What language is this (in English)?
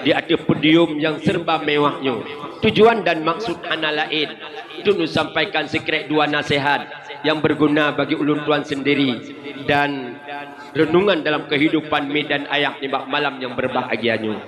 Achinese